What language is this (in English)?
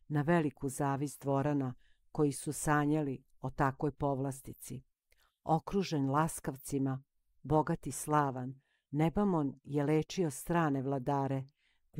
Serbian